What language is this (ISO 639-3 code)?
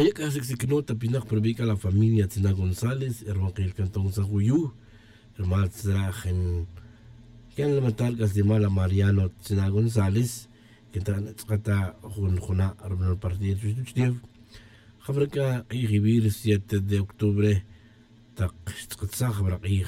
cak